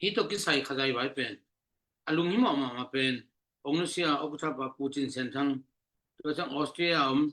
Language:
Tedim Chin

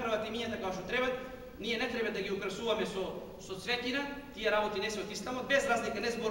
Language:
Macedonian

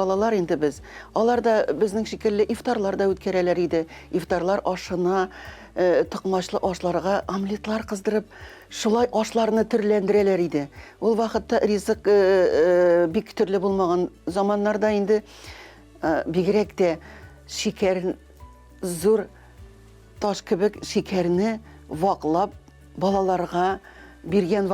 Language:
Tatar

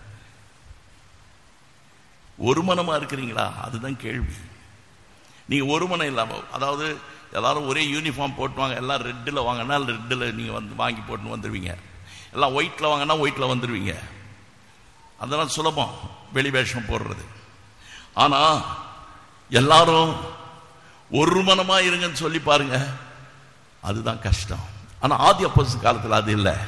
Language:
Tamil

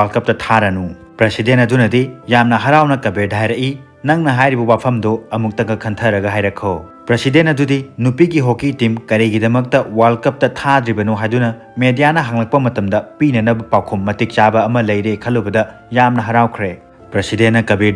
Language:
Manipuri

